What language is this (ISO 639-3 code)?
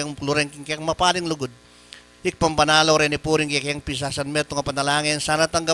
pam